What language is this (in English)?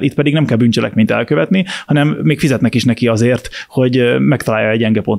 Hungarian